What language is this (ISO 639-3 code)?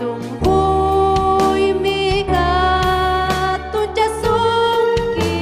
quy